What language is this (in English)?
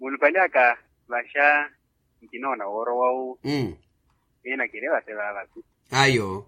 Makhuwa